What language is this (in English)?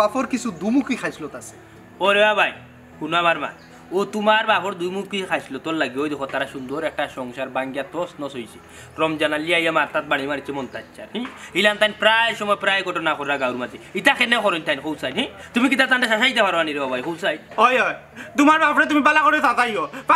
Sylheti